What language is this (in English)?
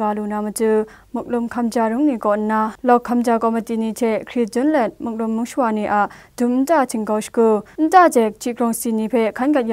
Kachin